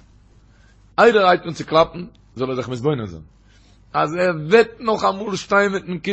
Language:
Yiddish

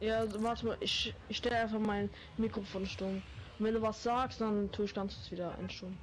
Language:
Bavarian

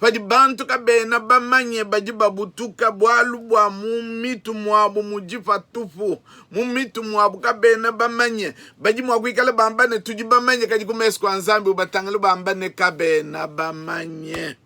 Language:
Luba-Lulua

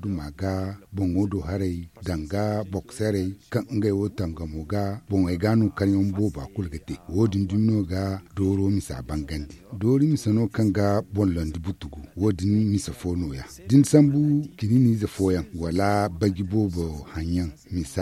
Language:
Zarma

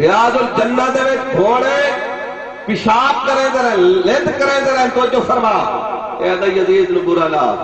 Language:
Saraiki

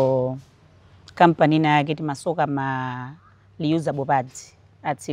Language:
Nyanja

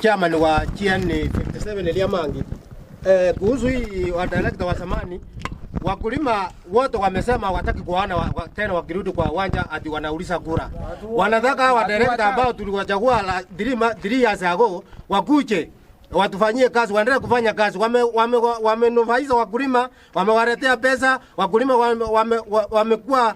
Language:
Gusii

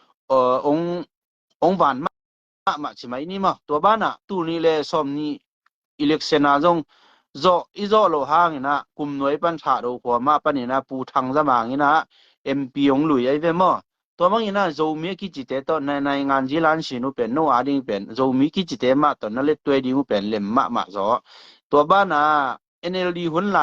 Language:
Tedim Chin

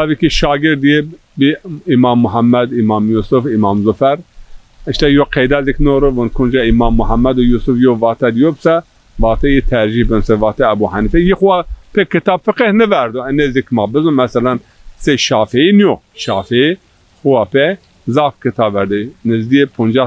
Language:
Zaza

